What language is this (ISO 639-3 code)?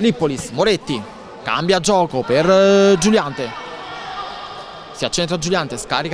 ita